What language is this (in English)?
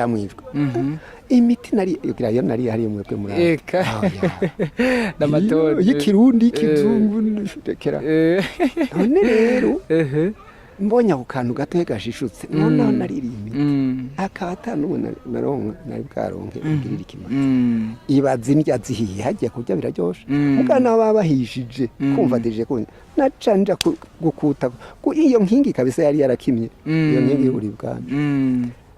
Rundi